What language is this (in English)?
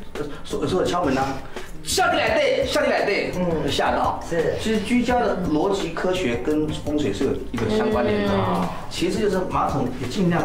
Chinese